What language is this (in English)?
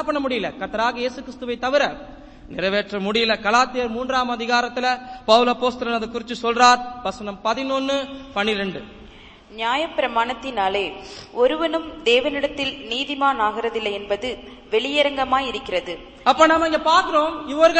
Tamil